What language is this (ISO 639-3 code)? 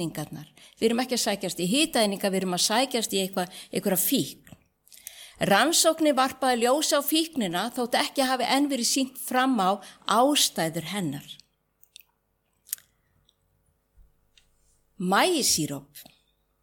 isl